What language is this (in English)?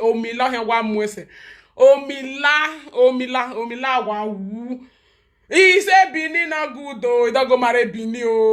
Nigerian Pidgin